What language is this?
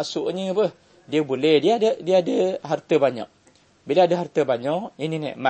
Malay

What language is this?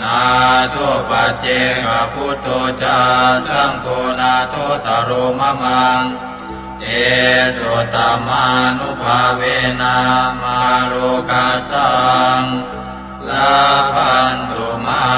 Pali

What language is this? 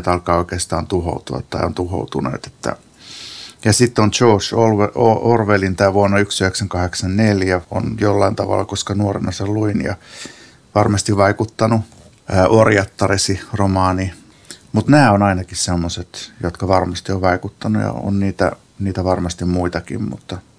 Finnish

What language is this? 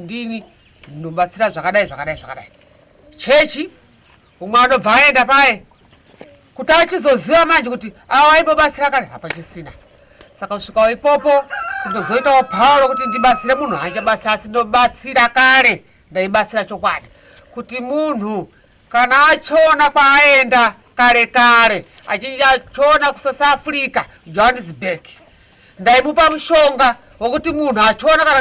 Shona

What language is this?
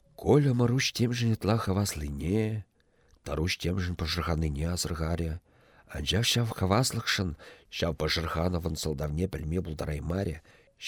Chuvash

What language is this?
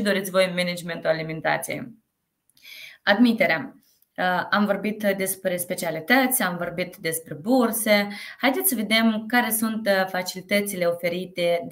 Romanian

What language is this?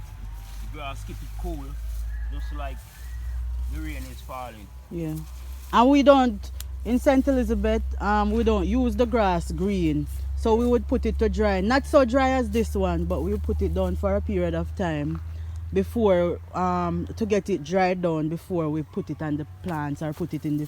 Jamaican Creole English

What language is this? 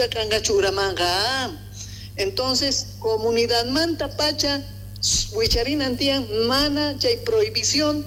Quechua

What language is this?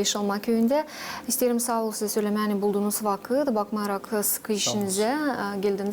Gagauz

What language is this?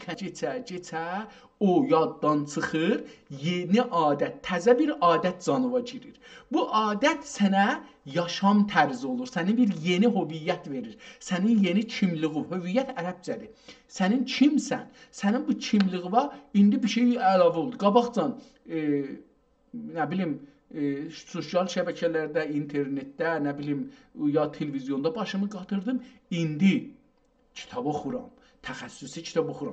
South Azerbaijani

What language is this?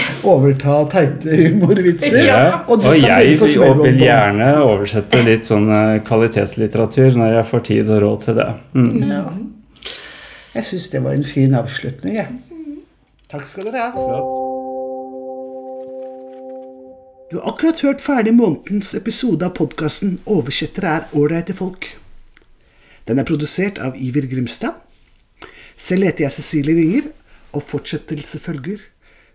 Norwegian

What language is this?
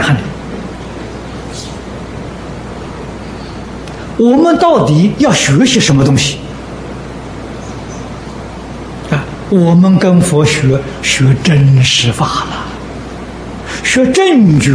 Chinese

